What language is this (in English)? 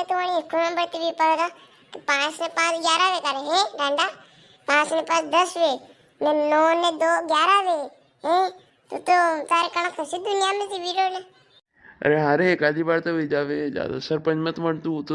Rajasthani